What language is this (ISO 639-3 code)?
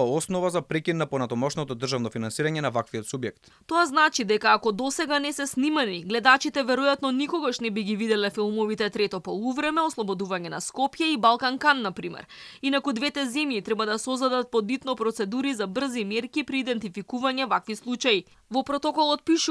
mkd